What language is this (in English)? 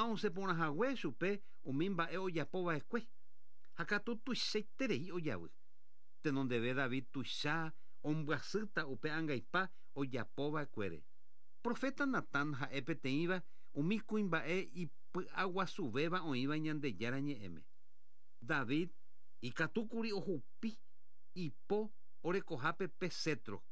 Guarani